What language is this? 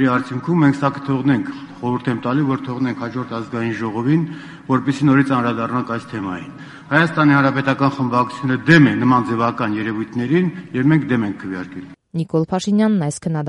Armenian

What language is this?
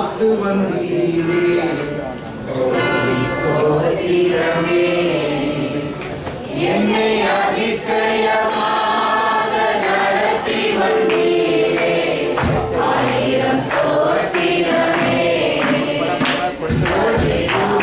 Tamil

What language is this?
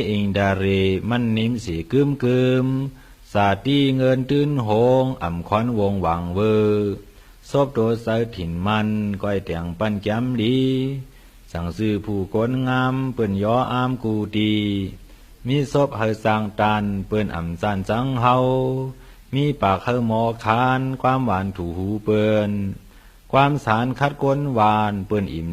Shan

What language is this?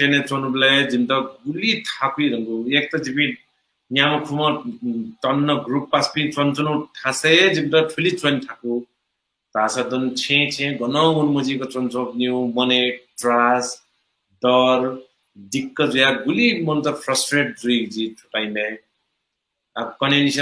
Newari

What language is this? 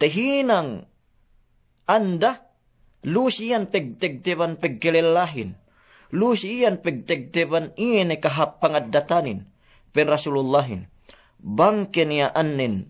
Yakan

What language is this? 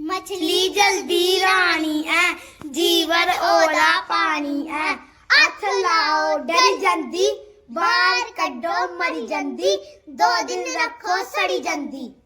Dogri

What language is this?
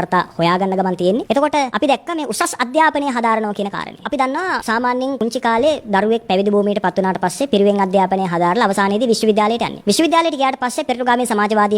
Sinhala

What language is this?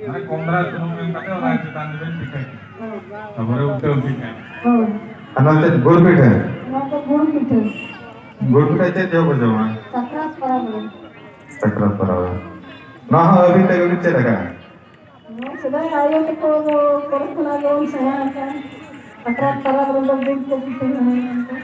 Santali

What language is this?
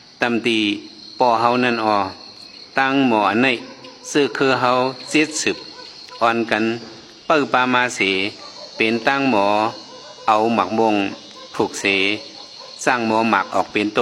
Shan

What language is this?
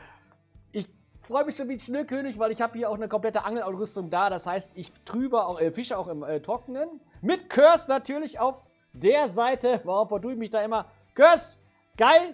German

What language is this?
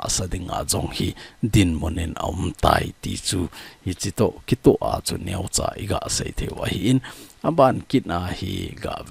Thado Chin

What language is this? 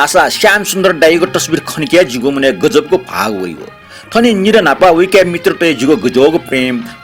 Newari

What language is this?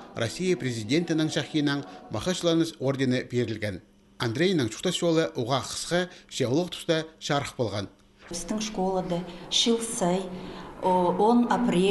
Khakas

